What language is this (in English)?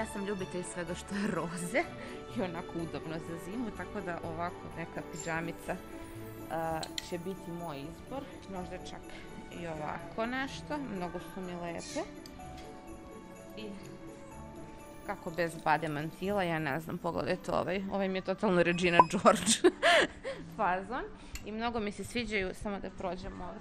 Serbian